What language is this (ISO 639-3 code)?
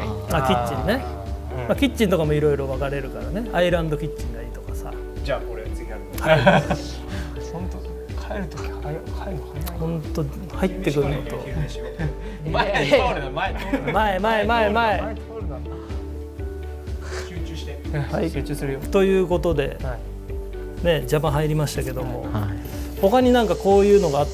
jpn